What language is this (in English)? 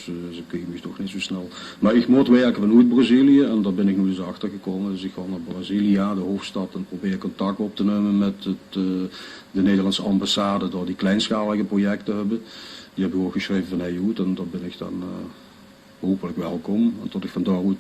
Limburgish